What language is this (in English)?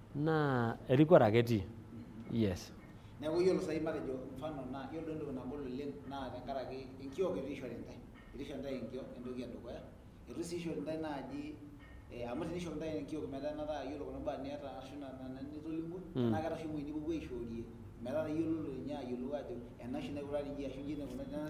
Masai